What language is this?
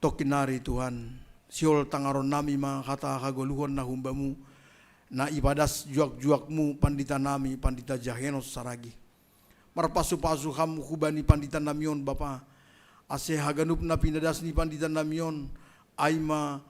Batak Simalungun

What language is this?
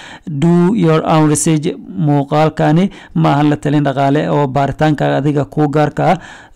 Somali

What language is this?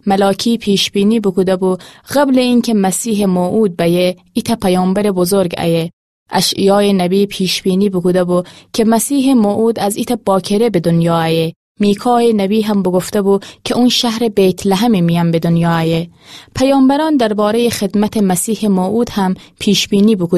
Gilaki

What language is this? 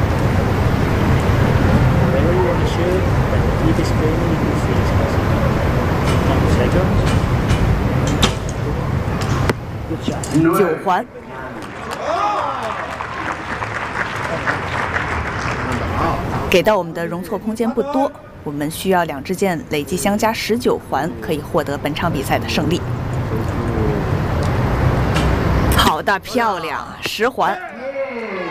Chinese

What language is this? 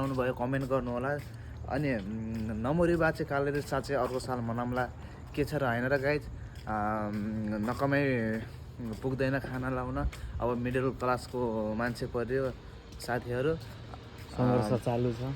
Nepali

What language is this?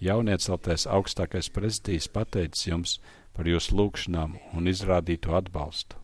Latvian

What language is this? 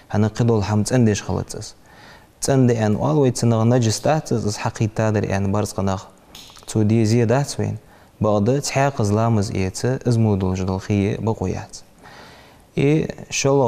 Ingush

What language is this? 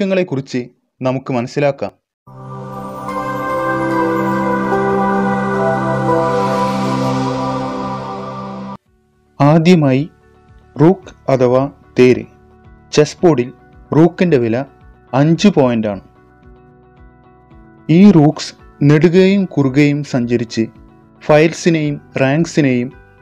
Malayalam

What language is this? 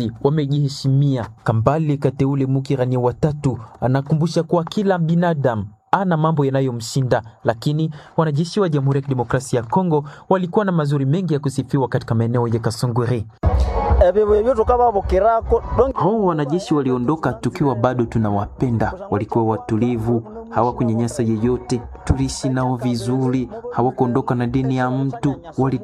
Swahili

